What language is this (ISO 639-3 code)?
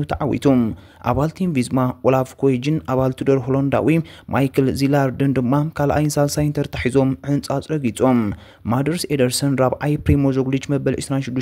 tir